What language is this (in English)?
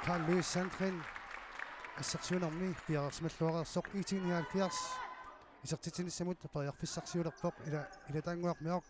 Kalaallisut